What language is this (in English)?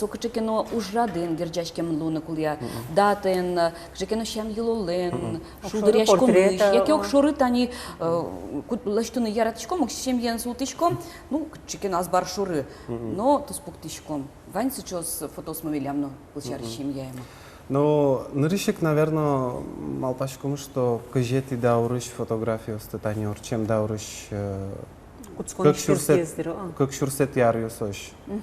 Udmurt